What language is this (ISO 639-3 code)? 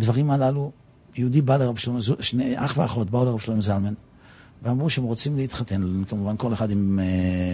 heb